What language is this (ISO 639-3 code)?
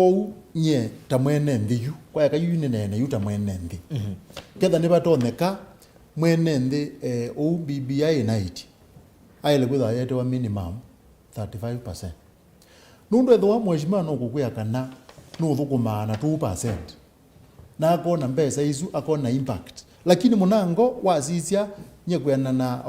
kam